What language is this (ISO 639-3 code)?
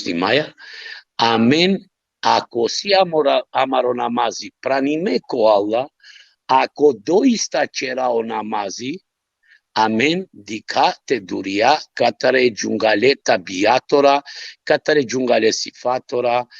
rmn